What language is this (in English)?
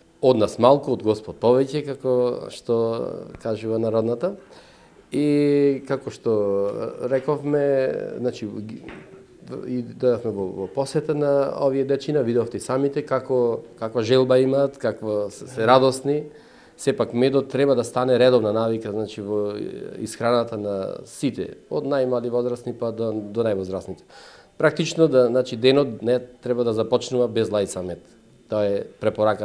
Macedonian